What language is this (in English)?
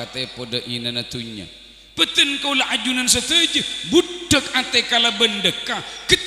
Madurese